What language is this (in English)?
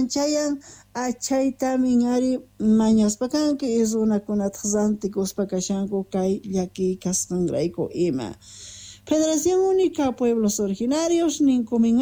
Quechua